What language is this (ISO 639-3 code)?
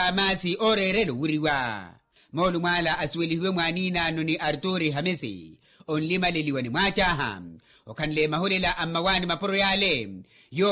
vmw